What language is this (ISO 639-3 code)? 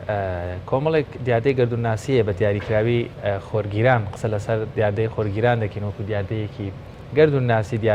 ckb